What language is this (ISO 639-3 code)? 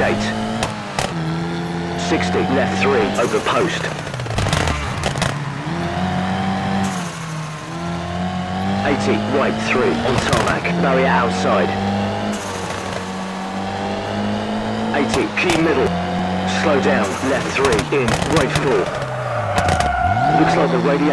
eng